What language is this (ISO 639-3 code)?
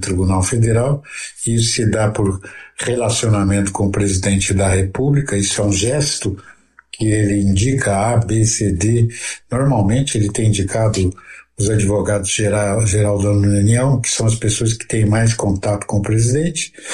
por